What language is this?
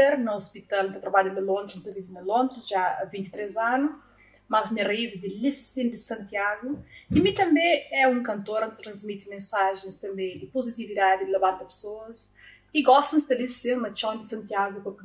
Kabuverdianu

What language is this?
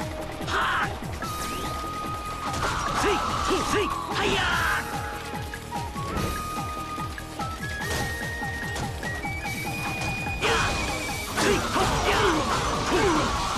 Japanese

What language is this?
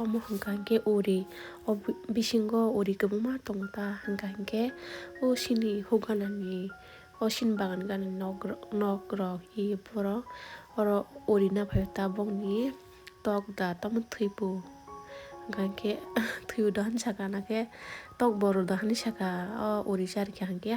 Kok Borok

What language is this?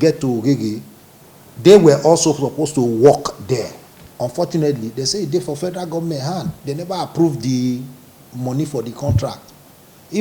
Nigerian Pidgin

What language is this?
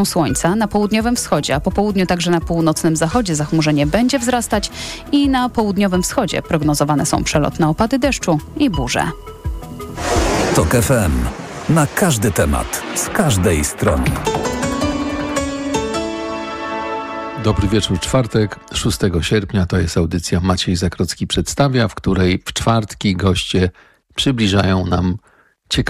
Polish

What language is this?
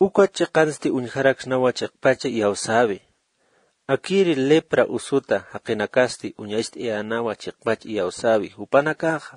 Aymara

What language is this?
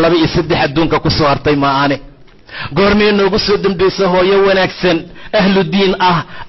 Somali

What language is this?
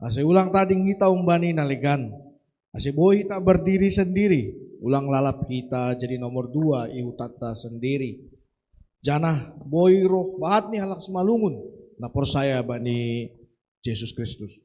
Batak Simalungun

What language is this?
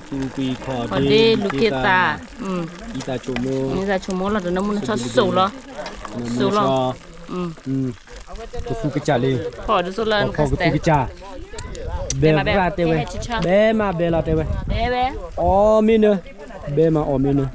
S'gaw Karen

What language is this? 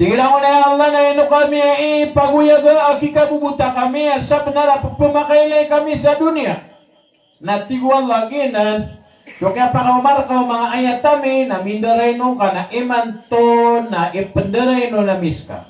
Maranao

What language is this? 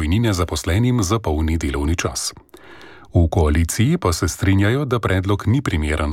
Slovenian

